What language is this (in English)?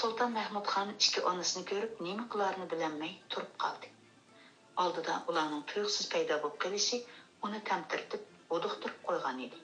Uyghur